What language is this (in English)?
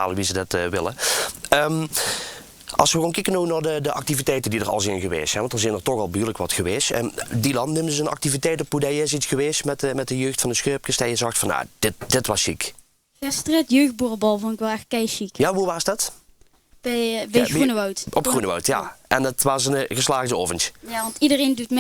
Limburgish